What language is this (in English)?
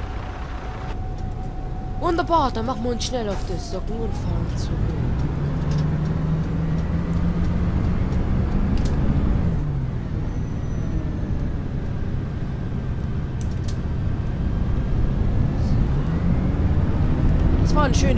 German